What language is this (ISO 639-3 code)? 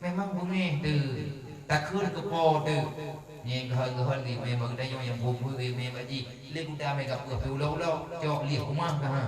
ace